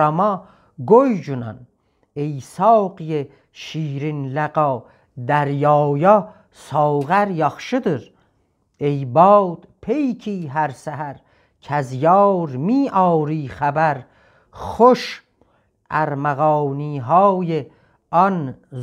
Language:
South Azerbaijani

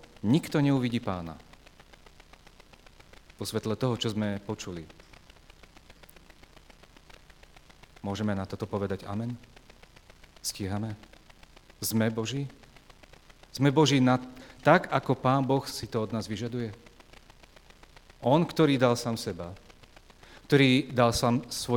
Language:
Slovak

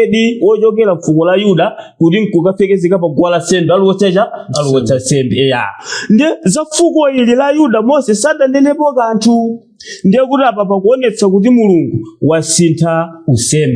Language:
Nyanja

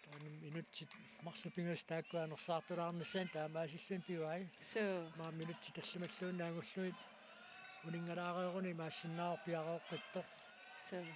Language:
Kalaallisut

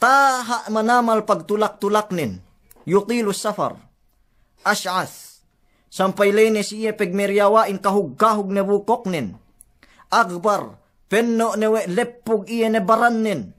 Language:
Yakan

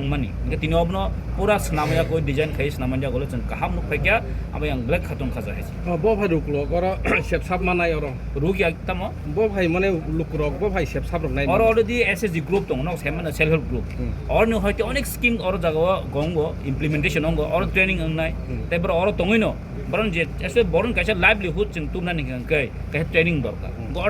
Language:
Kok Borok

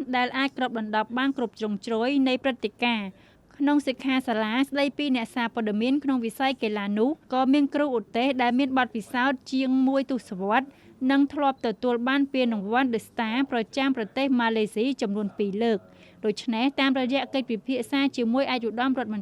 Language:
Khmer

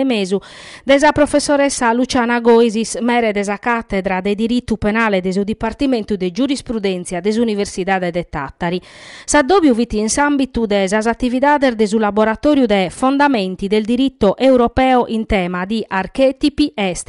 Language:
Sardinian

